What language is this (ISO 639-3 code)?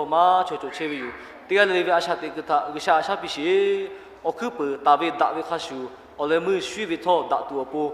lhu